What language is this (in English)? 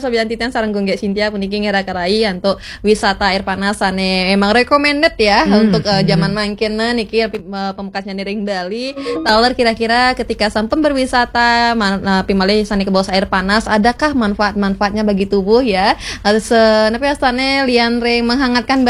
Balinese